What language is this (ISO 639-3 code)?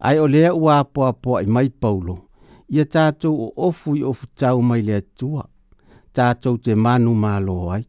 smo